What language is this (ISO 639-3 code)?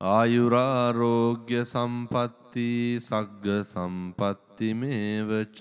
sin